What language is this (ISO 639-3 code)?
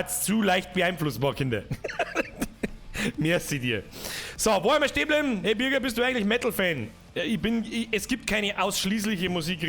bar